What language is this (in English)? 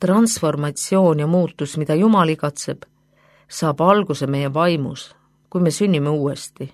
Estonian